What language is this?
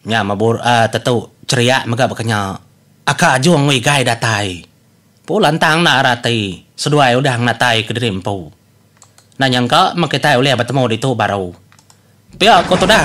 Iban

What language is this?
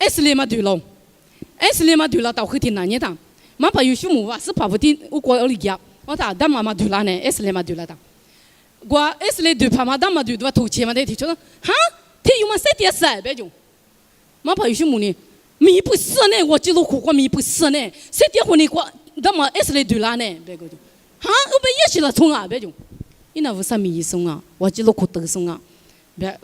Lisu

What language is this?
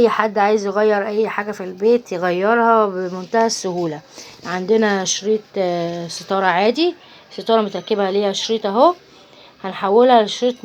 Egyptian Arabic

